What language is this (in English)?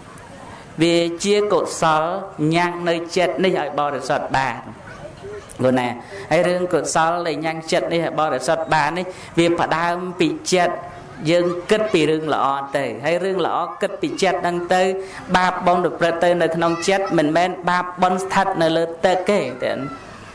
Khmer